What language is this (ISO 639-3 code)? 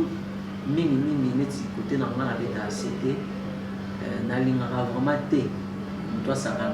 lin